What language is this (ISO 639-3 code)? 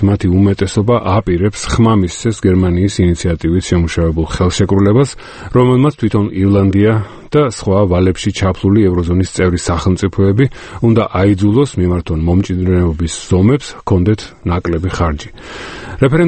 kat